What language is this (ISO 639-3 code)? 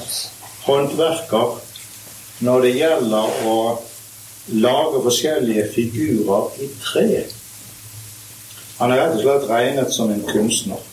nor